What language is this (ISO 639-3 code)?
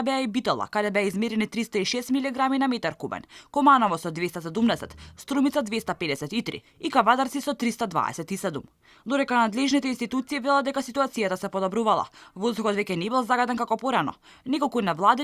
mkd